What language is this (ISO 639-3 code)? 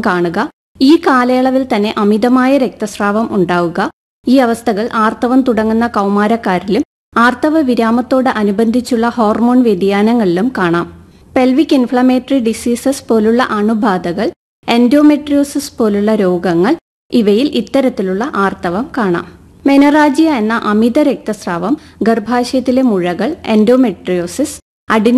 mal